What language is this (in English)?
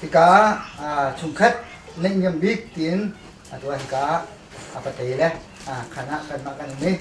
Hakha Chin